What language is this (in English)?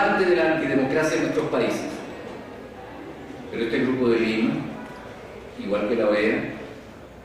Spanish